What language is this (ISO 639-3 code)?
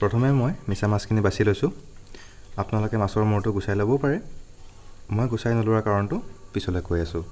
asm